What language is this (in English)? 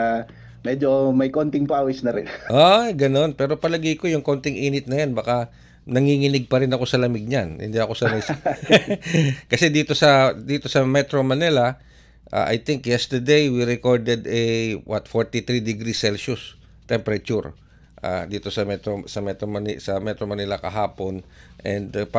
Filipino